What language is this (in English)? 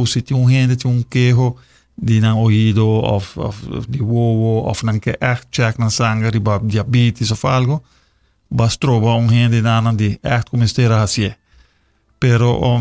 Papiamento